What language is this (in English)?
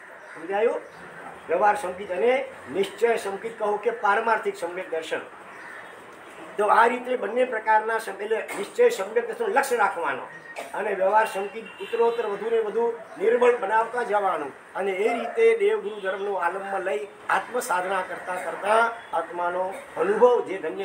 Gujarati